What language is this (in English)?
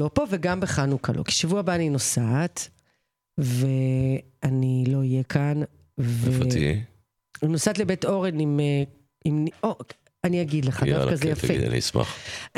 Hebrew